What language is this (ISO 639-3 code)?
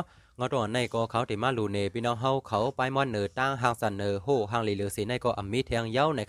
shn